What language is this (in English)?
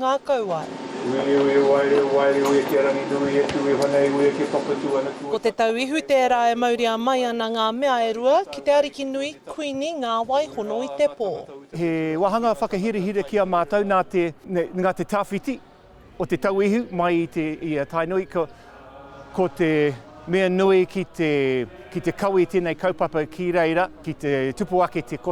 Māori